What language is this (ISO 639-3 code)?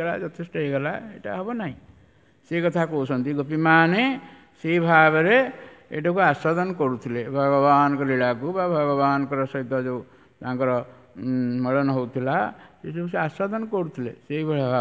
ori